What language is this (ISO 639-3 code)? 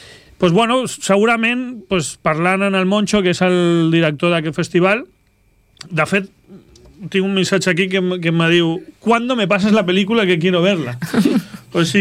cat